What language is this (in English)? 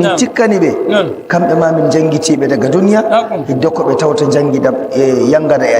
Nigerian Fulfulde